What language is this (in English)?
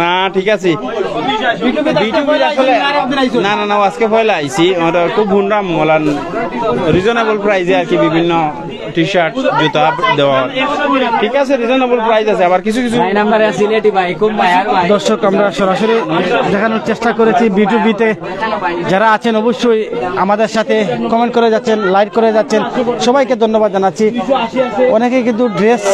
Sylheti